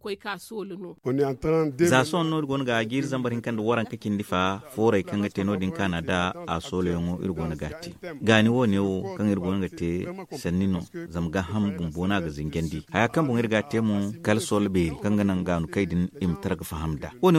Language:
Zarma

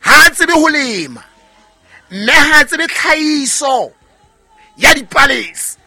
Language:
Southern Sotho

